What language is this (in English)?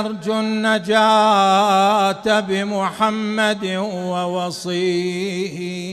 Mesopotamian Arabic